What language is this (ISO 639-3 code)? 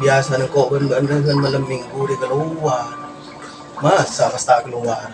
mad